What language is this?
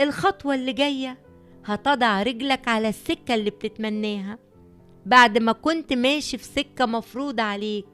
Egyptian Arabic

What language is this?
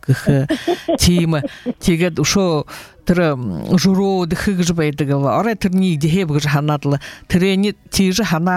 Buriat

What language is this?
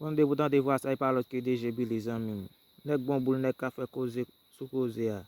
Haitian Creole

